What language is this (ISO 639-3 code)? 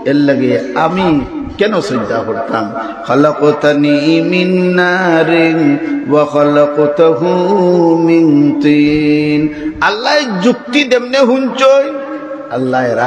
syl